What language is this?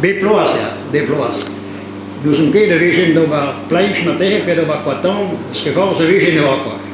Breton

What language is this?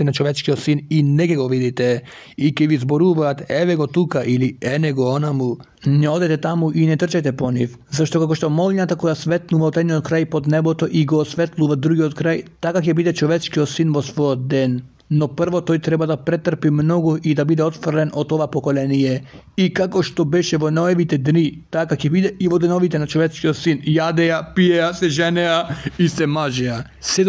Macedonian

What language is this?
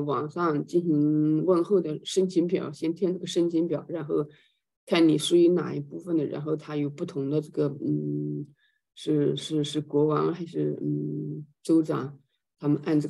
Chinese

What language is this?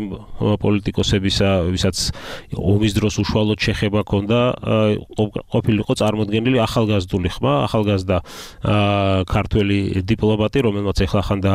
Georgian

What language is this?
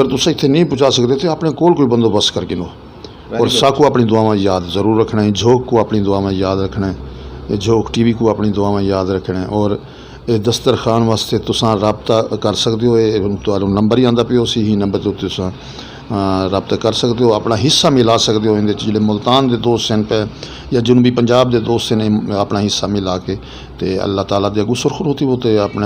Saraiki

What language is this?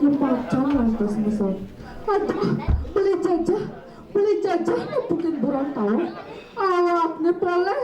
Balinese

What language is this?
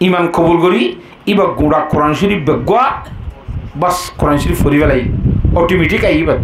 Rohingya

